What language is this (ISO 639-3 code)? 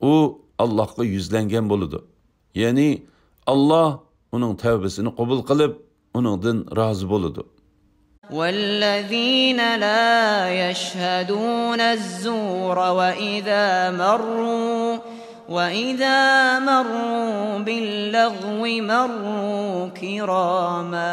uig